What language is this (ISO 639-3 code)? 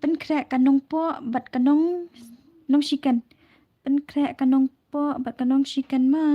kha